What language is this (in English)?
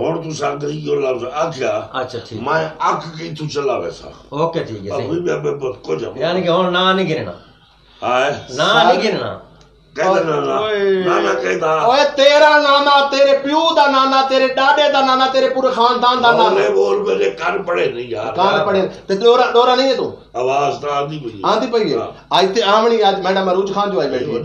Saraiki